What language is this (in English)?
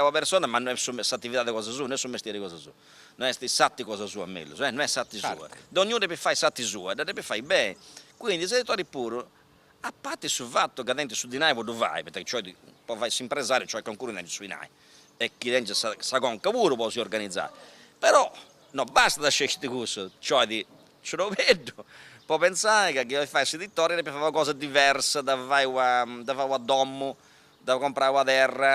Sardinian